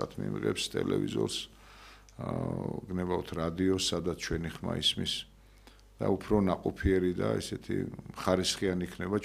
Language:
Georgian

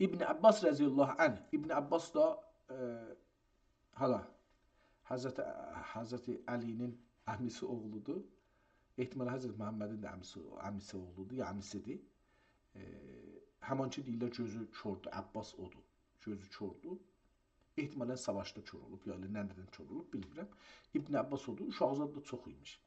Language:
South Azerbaijani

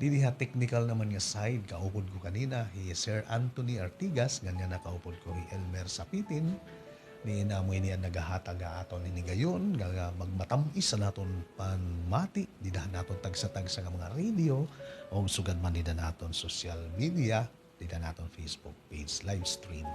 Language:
Waray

